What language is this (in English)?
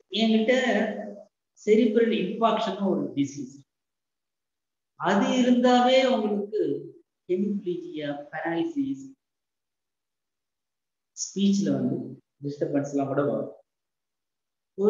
Tamil